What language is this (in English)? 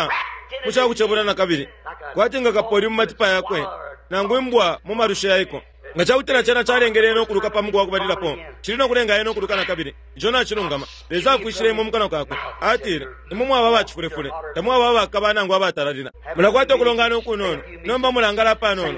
Bemba